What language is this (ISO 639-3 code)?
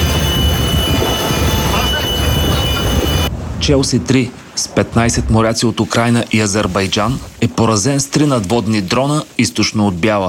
bul